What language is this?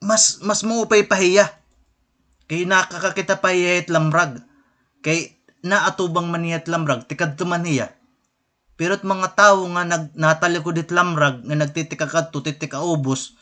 Waray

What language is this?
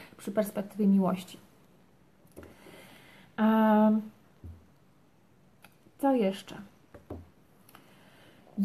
Polish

